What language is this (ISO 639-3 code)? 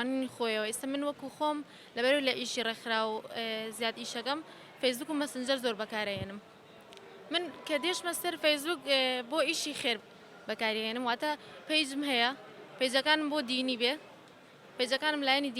ckb